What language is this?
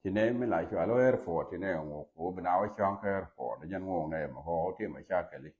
Nuer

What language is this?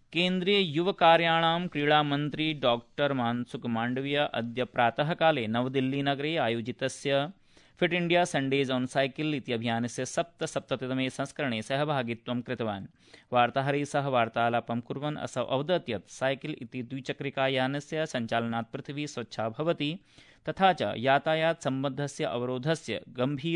Sanskrit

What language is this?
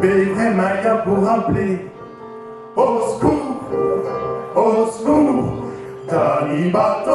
Picard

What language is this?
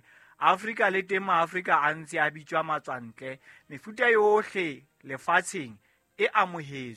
Southern Sotho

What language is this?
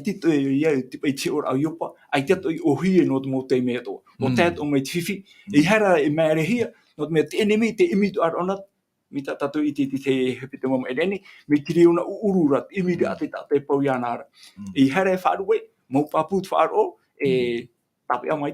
Tahitian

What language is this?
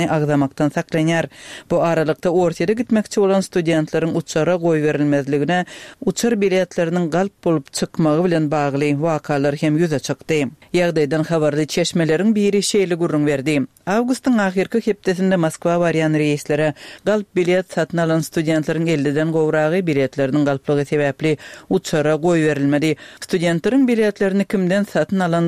Kyrgyz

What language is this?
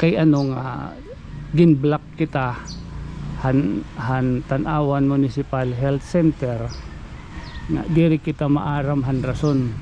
Waray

